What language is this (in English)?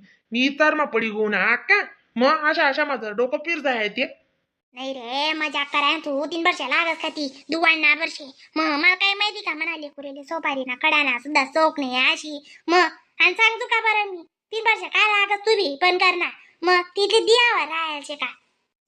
Khandesi